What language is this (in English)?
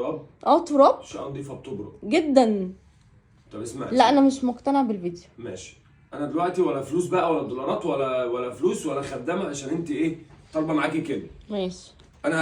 Egyptian Arabic